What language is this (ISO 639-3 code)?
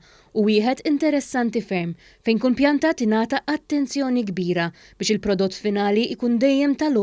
mlt